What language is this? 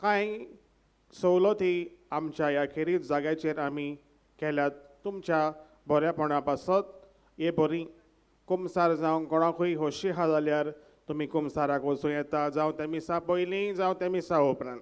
Konkani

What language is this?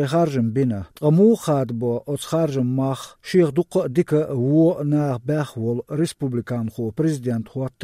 Chechen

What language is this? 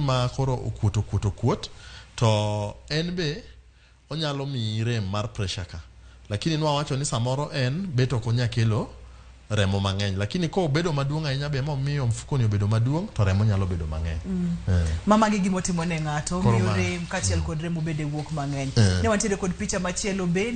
Luo (Kenya and Tanzania)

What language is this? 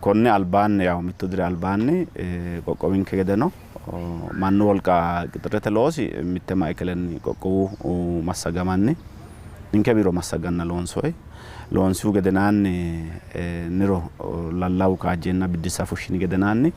Sidamo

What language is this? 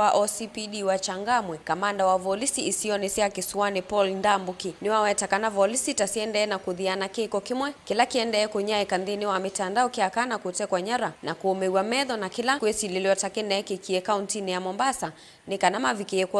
Kamba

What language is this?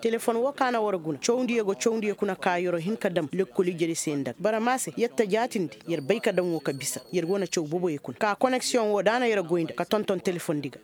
Koyraboro Senni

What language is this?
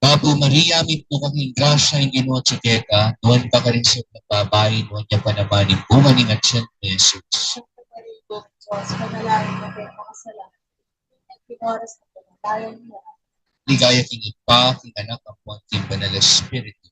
Pampanga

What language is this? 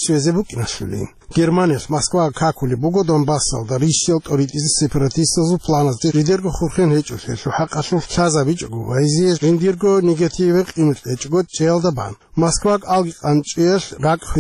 Avaric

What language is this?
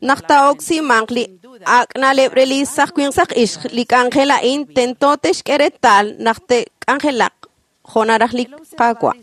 Kekchí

